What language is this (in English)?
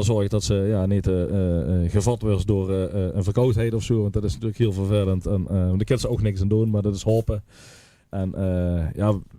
Limburgish